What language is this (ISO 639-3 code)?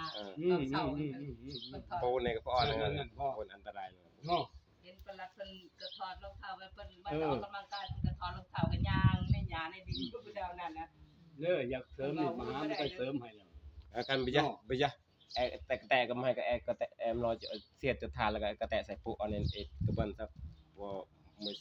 tts